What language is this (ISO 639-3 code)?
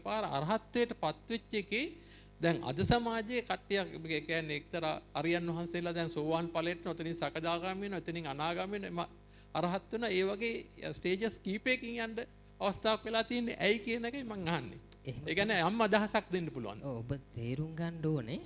sin